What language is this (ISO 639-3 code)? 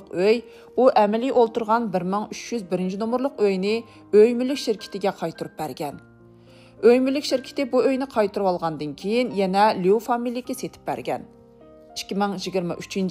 uig